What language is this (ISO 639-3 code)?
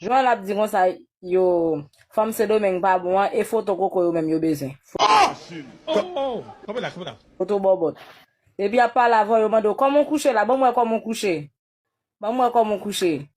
hat